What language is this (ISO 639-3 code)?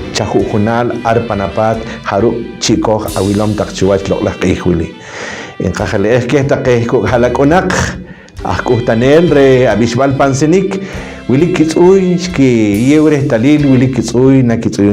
poh